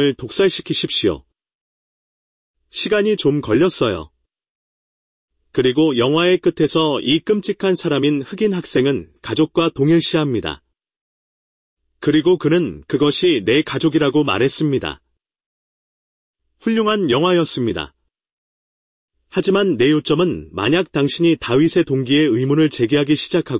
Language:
Korean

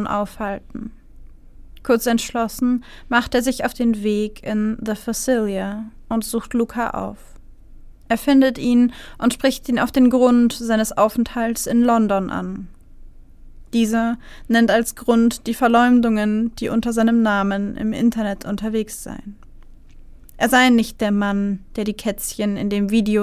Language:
German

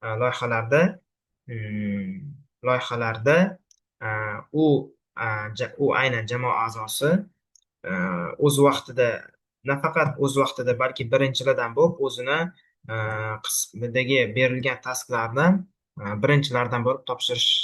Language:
Uzbek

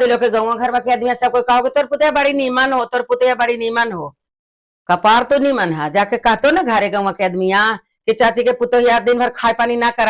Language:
Magahi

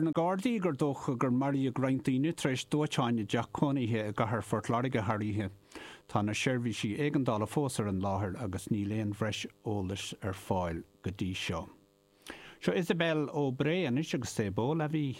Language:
Irish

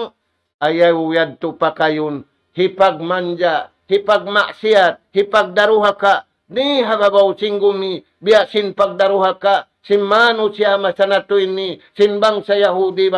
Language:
Tausug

